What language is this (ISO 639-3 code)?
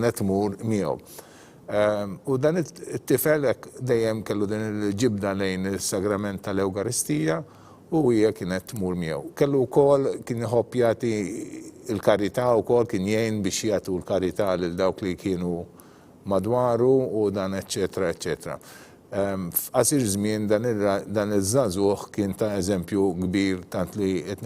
mlt